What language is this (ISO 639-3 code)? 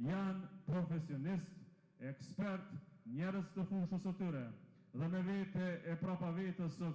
sqi